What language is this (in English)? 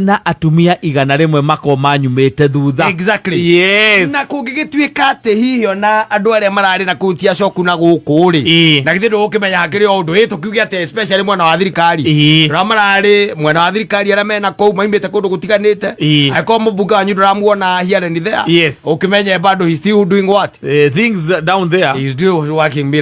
Kikuyu